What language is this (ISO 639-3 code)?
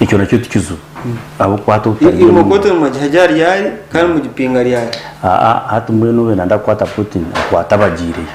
nyn